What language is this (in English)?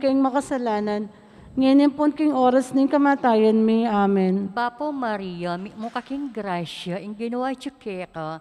Pampanga